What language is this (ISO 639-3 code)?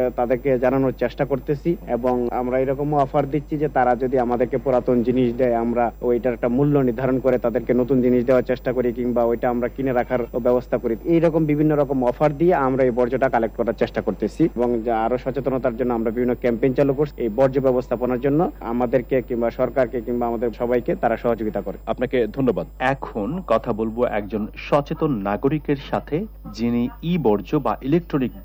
ben